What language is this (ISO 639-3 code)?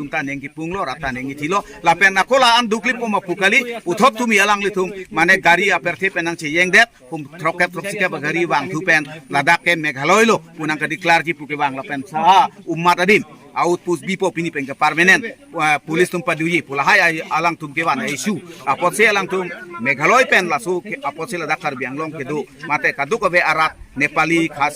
mjw